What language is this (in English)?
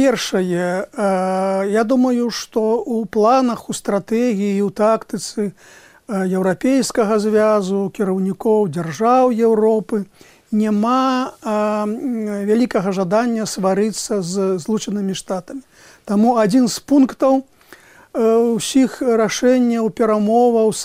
Belarusian